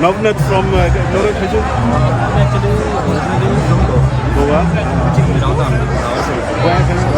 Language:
Konkani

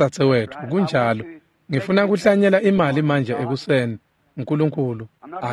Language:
Swati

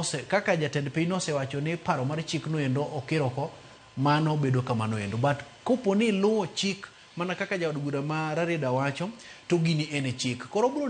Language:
Luo (Kenya and Tanzania)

